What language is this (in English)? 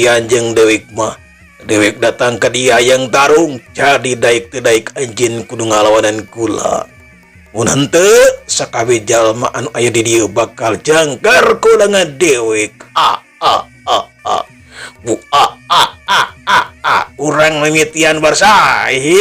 Sundanese